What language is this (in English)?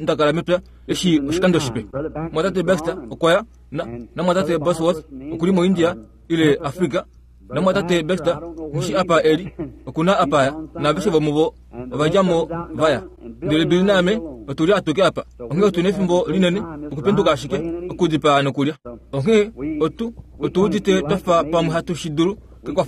Kuanyama